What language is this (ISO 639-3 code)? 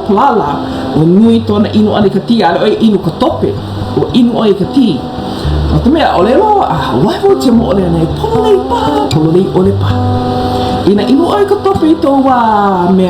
haw